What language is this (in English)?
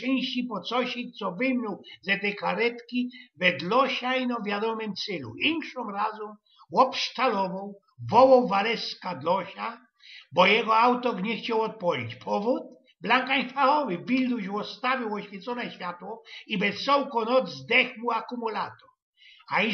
Silesian